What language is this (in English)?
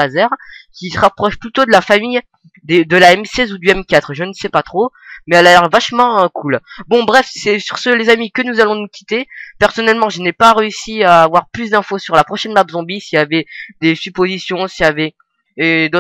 French